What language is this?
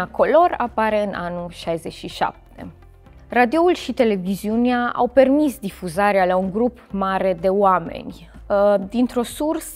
Romanian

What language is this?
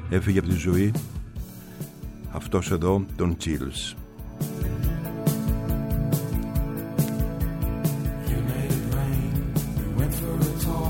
Greek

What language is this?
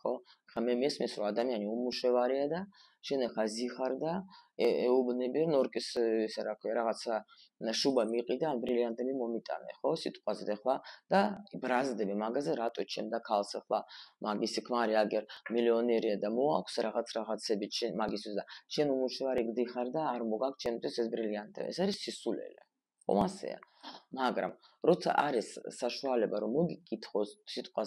Georgian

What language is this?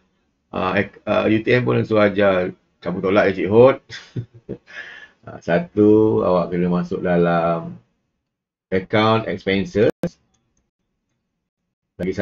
Malay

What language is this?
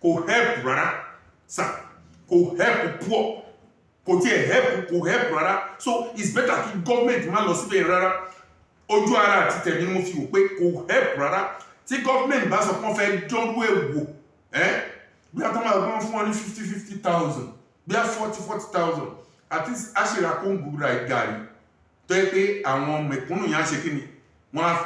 Yoruba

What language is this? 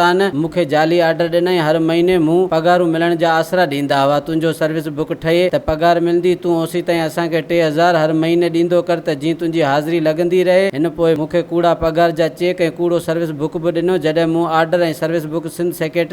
Sindhi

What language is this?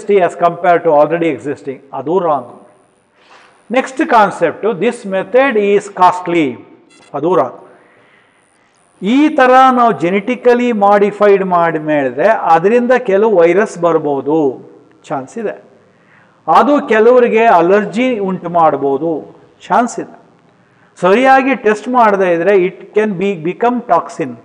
Kannada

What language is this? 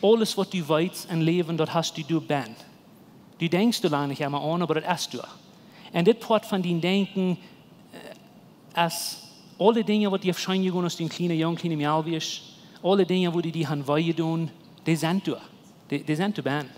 Plautdietsch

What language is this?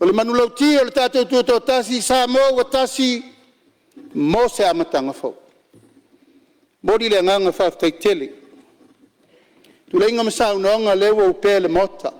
Samoan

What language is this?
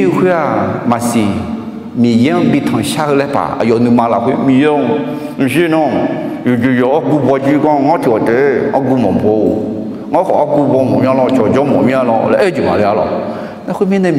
Akha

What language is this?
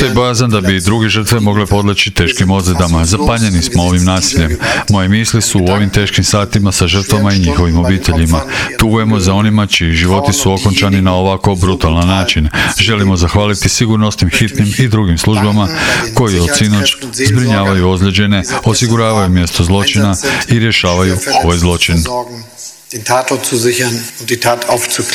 Croatian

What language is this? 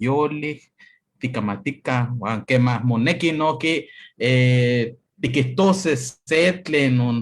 Eastern Huasteca Nahuatl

